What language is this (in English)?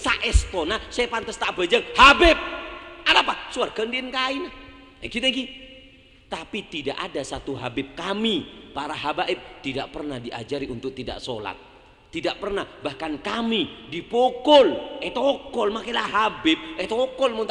Madurese